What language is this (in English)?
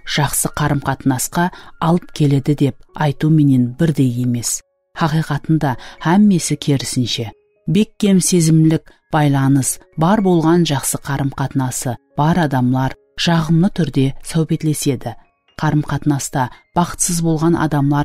Kara-Kalpak